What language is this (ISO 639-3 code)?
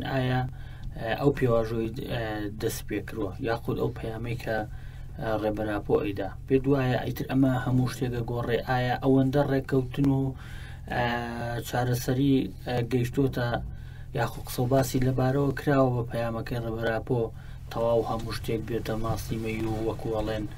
ckb